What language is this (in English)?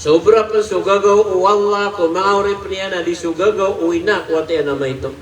Maranao